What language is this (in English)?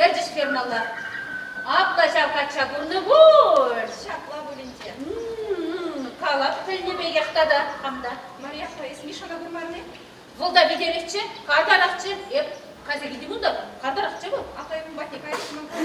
Chuvash